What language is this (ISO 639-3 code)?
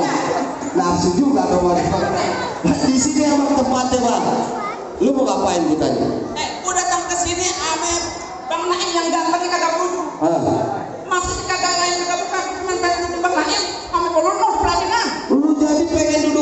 bew